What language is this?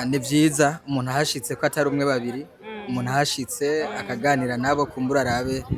Rundi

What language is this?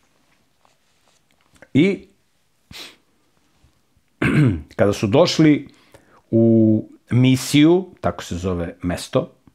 Serbian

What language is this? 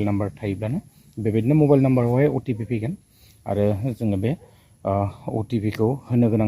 Bodo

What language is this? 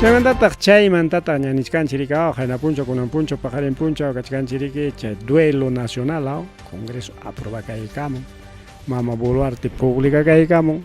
Ayacucho Quechua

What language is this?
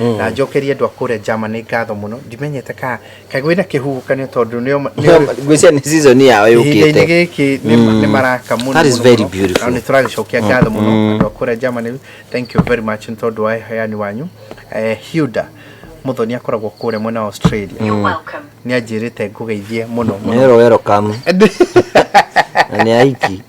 Kikuyu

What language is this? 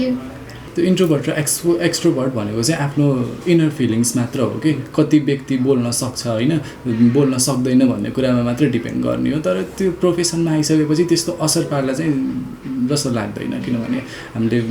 Nepali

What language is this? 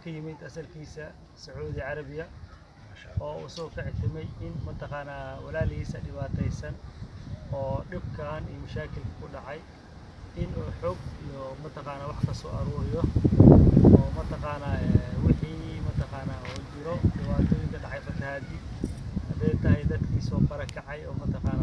Somali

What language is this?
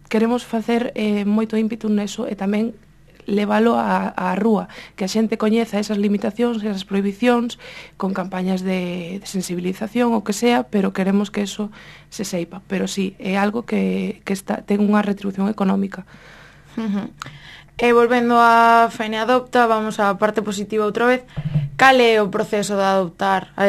Galician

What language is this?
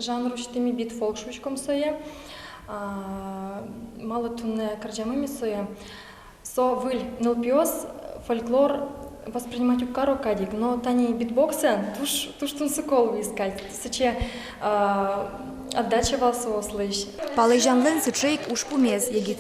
Udmurt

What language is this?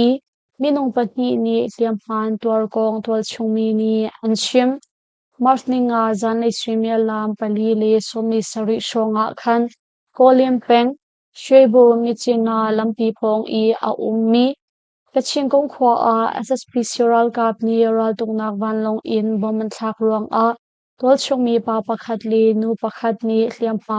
Hakha Chin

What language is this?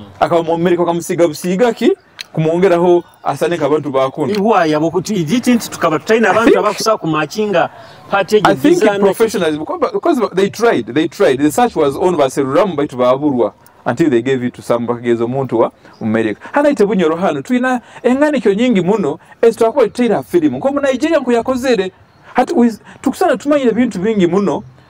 Nyoro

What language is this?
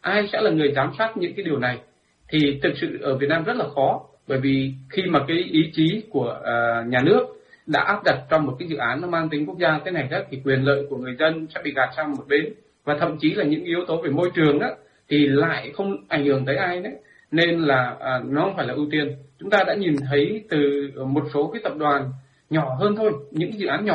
Vietnamese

